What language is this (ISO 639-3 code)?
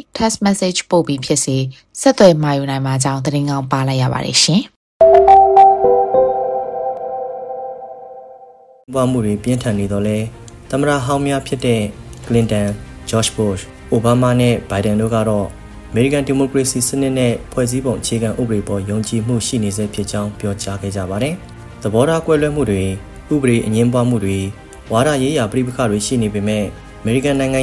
mya